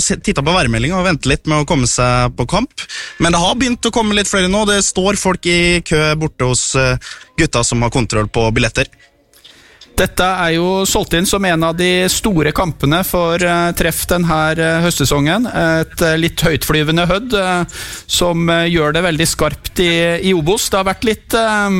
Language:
Norwegian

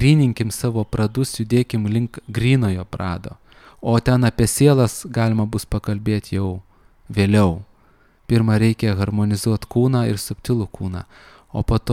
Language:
Lithuanian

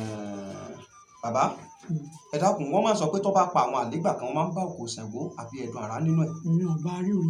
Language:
Yoruba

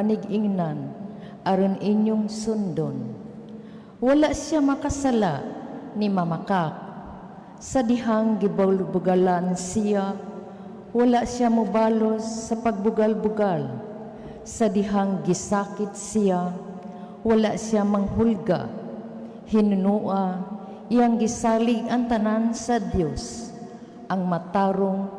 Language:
Cebuano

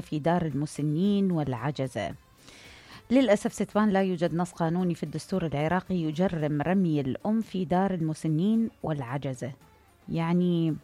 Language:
Mesopotamian Arabic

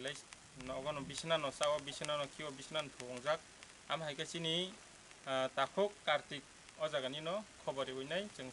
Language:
Kok Borok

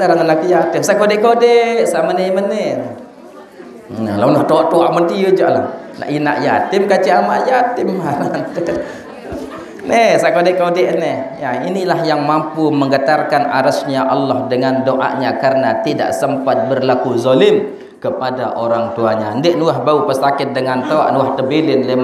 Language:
Sasak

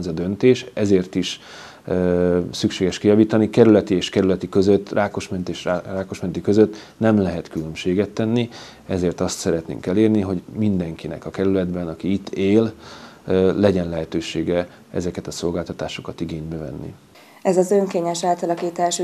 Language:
Hungarian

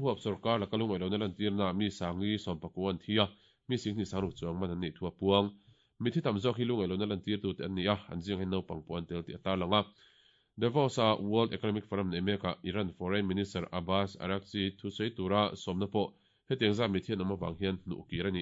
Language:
Mizo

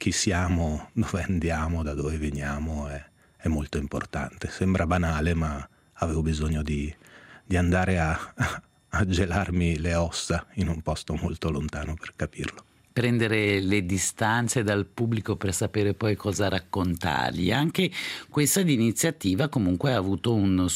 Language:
Italian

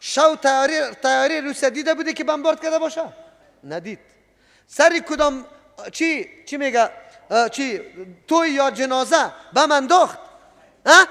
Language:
Persian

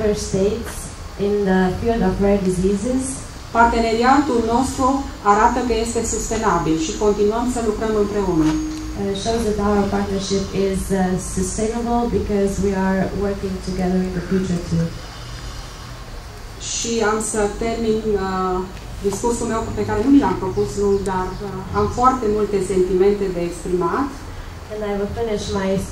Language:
Romanian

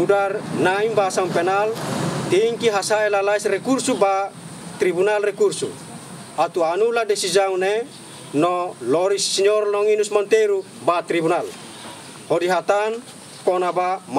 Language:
Tetum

